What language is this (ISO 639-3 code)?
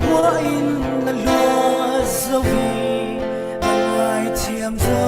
cfm